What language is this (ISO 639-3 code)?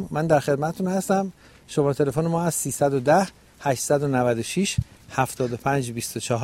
fas